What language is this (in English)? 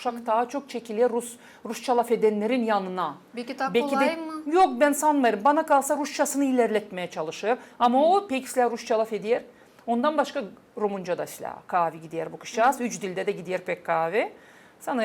Gagauz